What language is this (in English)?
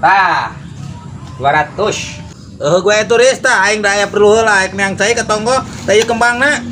Sundanese